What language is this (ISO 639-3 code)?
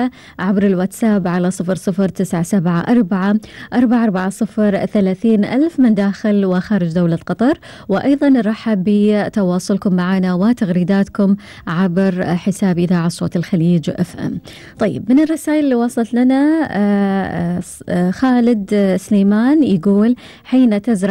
afb